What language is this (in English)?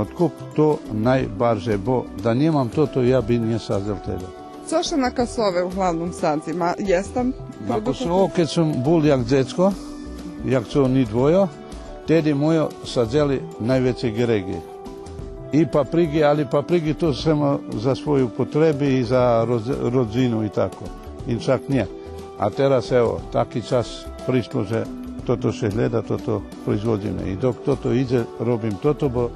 Rusyn